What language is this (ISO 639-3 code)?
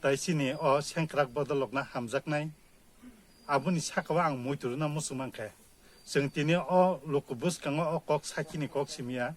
trp